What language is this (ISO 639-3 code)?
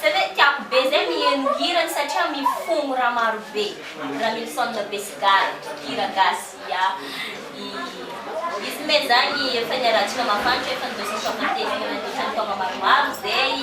mlg